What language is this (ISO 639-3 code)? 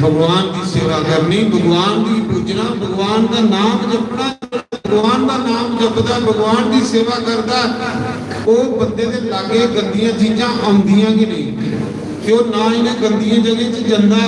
doi